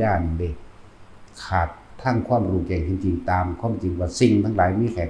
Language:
Northeastern Thai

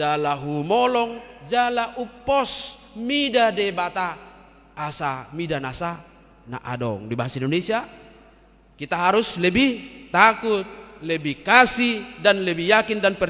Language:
Batak Toba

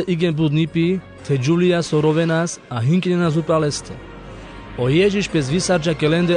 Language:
Carpathian Romani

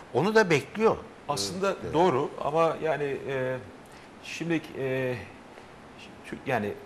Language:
Turkish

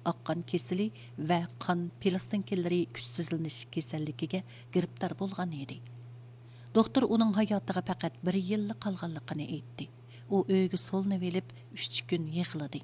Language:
Uyghur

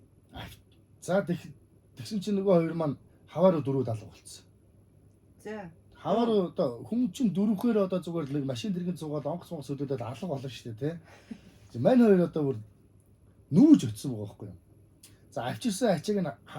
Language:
Mongolian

